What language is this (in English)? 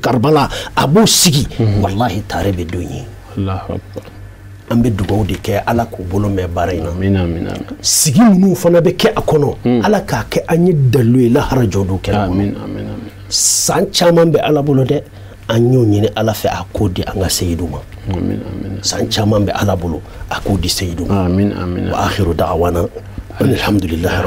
Bambara